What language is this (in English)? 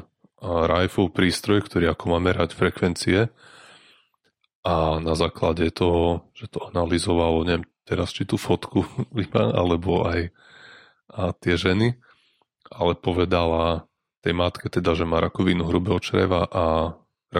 Slovak